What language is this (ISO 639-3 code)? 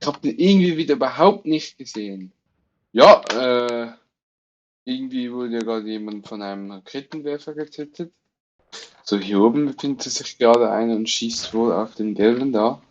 gsw